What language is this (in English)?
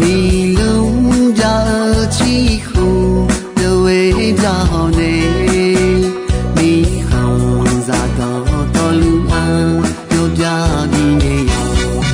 Akha